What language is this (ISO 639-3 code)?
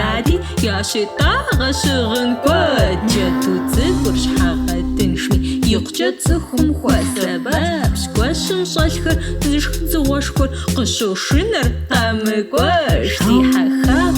kbd